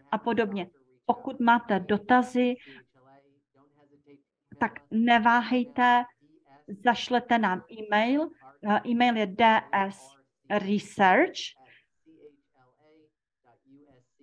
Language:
Czech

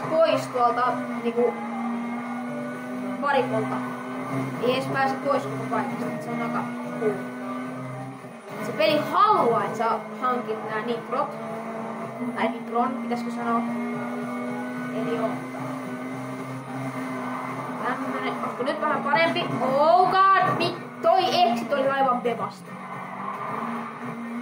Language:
Finnish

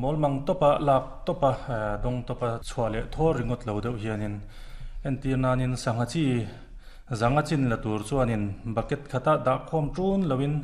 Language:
Mizo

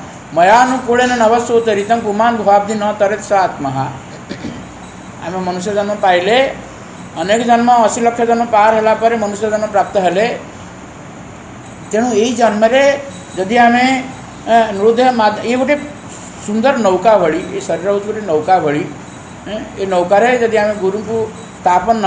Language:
Odia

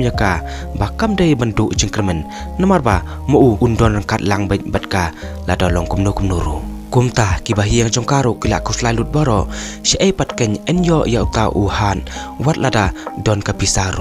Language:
Khasi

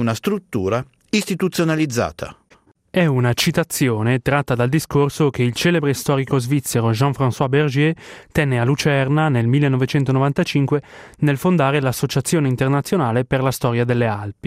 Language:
Italian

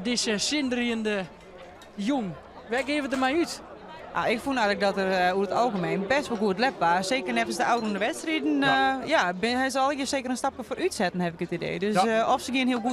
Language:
Western Frisian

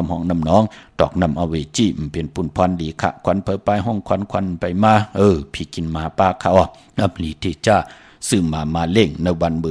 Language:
Shan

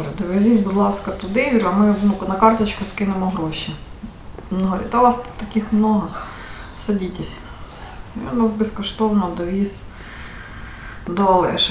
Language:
Ukrainian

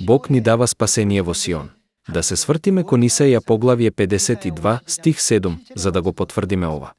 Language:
Macedonian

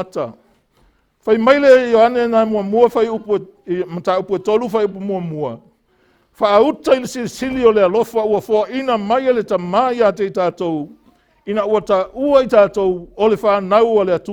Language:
Samoan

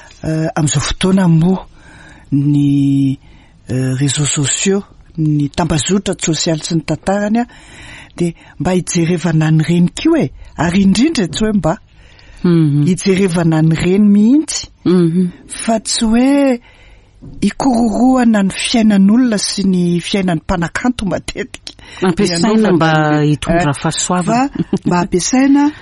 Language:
Malagasy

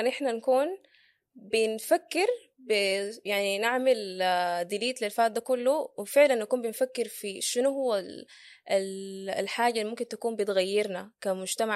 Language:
Sudanese Arabic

